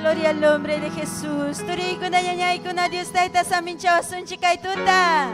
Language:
Ayacucho Quechua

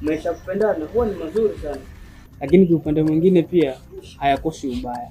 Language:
Swahili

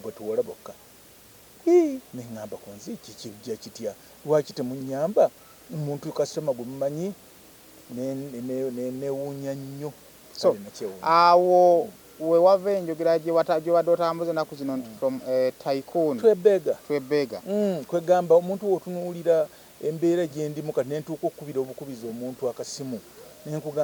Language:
Ganda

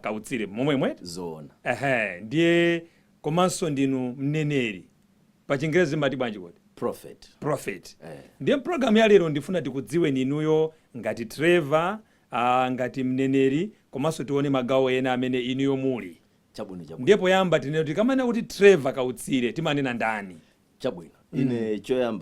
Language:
Nyanja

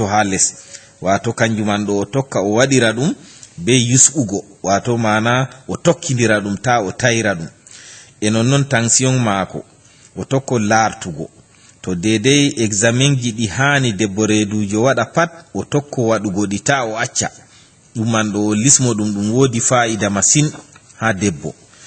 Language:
Fula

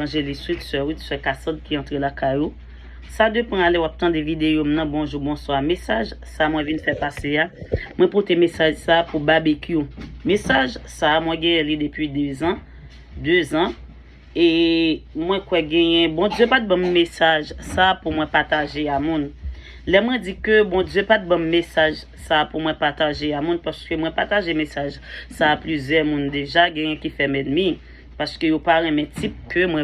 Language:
Haitian Creole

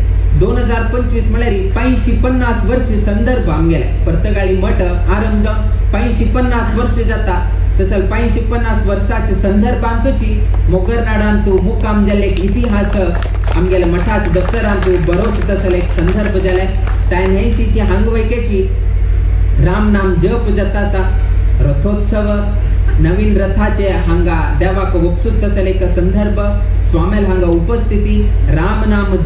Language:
Konkani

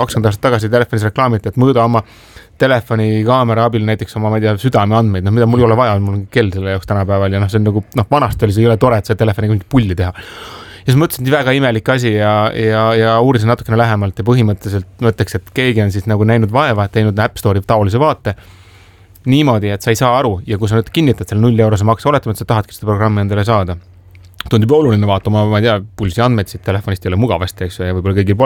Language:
Estonian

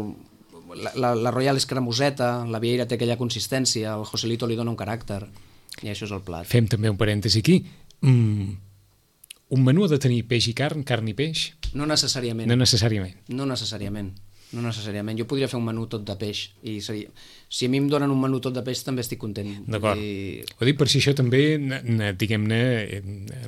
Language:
Catalan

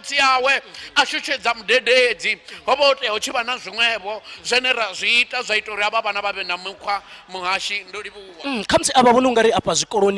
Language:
Venda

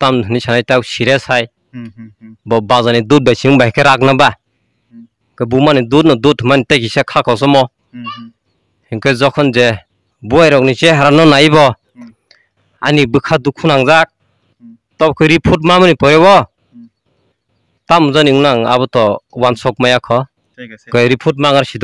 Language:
Kok Borok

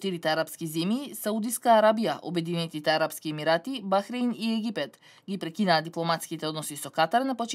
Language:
Macedonian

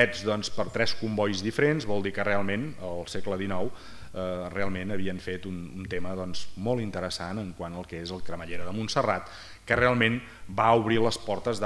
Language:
Catalan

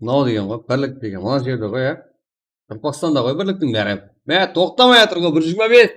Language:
Kara-Kalpak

